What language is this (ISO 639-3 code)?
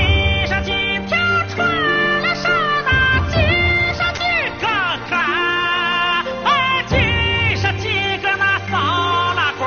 zho